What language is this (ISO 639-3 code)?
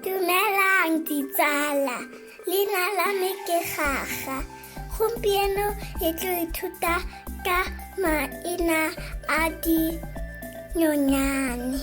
tsn